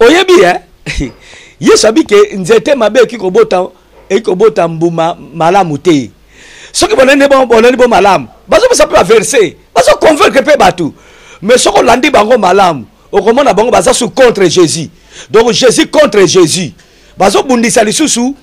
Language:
Lingala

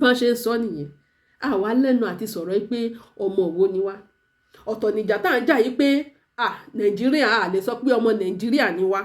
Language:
Yoruba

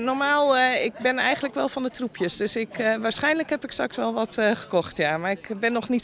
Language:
Dutch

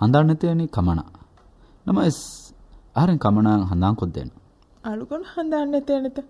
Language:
Divehi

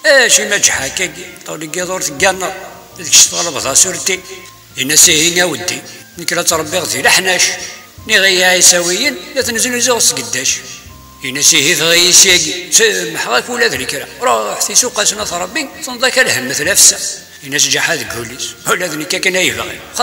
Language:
Kabyle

